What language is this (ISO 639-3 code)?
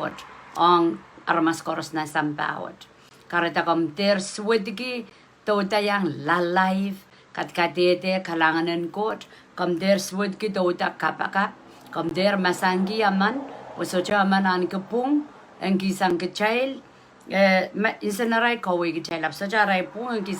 pon